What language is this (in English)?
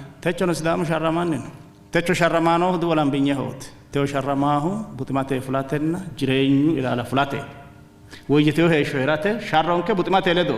Sidamo